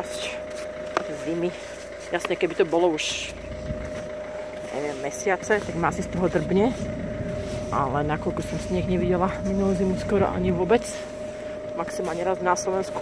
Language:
Slovak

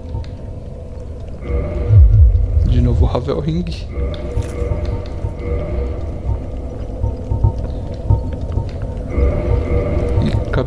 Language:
Portuguese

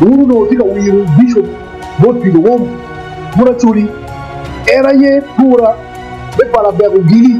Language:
Acoli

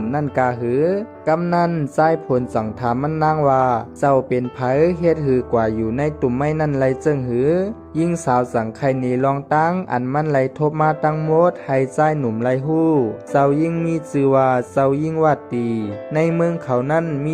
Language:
Shan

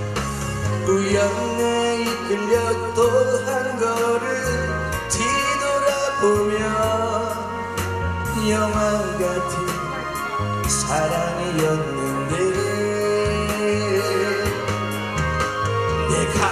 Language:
Korean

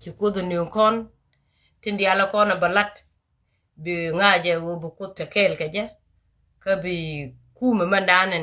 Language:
Nuer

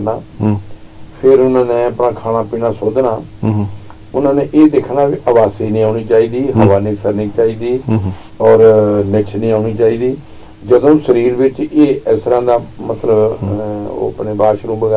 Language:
Punjabi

